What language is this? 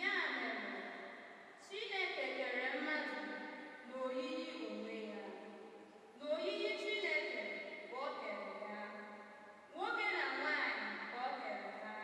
Igbo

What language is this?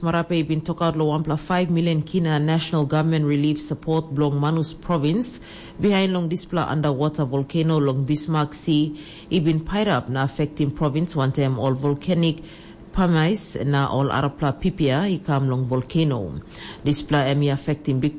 Tok Pisin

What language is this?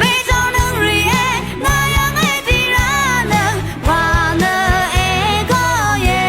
Rawang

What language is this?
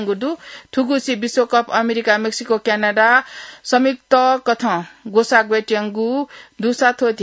Newari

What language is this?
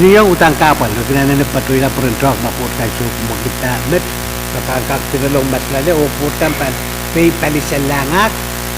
Pohnpeian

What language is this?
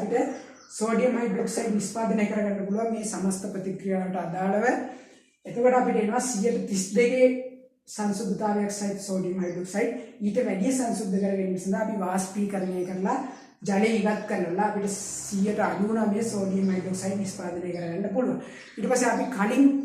Sinhala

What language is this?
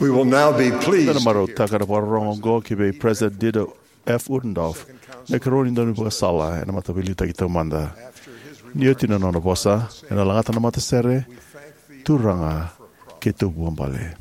Fijian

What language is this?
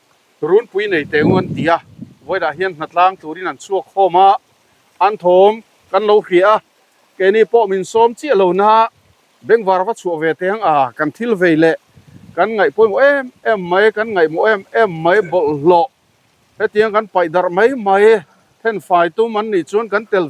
Mizo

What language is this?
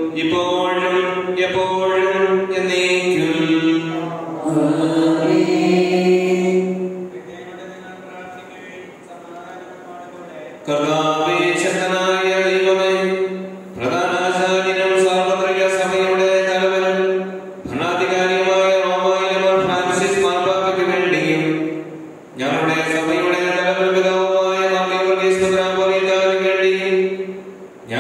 Malayalam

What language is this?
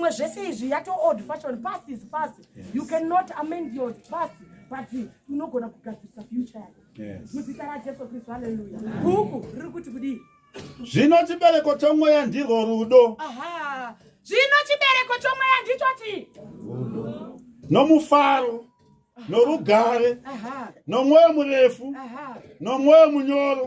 Shona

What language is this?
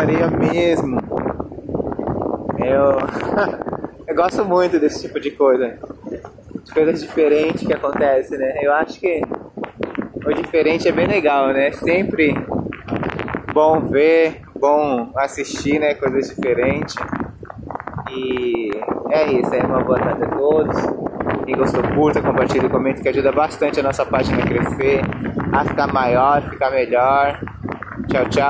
Portuguese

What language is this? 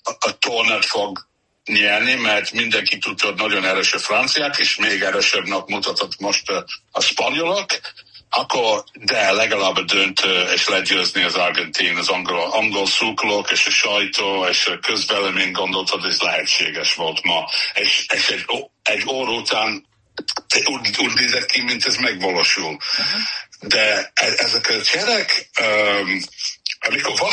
Hungarian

